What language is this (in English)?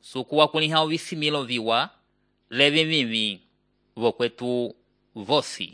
Umbundu